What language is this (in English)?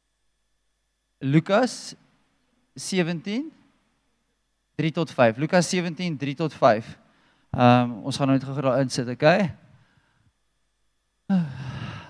Afrikaans